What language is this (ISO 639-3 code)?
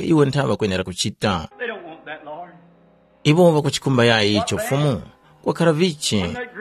tum